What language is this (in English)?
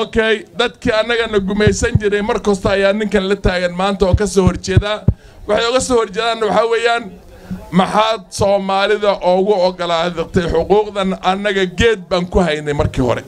Somali